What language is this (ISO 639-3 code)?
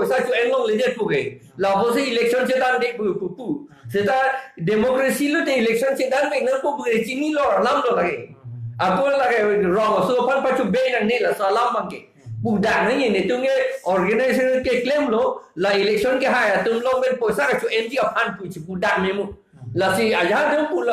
mjw